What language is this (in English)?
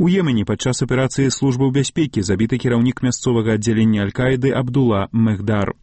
Belarusian